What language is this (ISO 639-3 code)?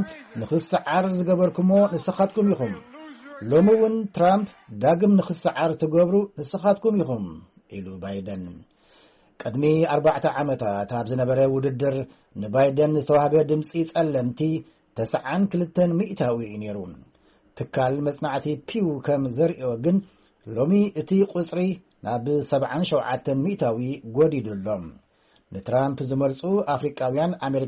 tir